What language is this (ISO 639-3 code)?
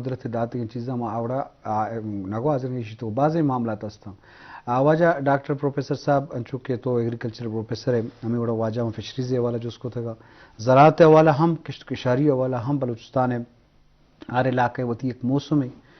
bgp